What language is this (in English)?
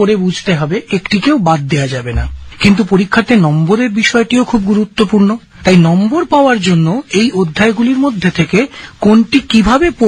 Bangla